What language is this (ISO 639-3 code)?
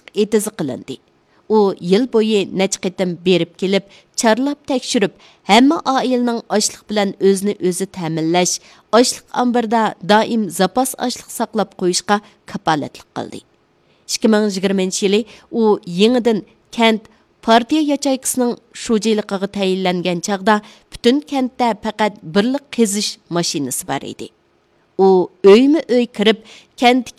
uig